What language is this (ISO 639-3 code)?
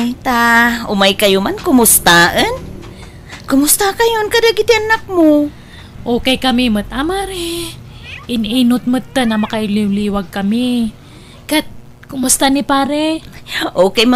ilo